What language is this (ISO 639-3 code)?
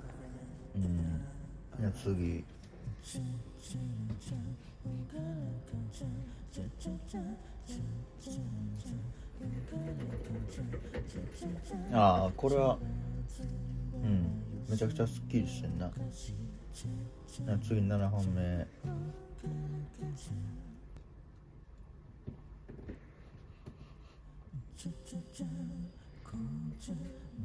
jpn